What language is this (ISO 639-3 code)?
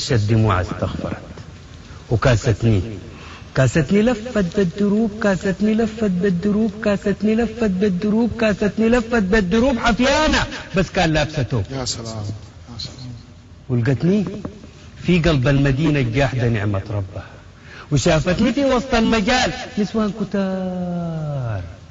apd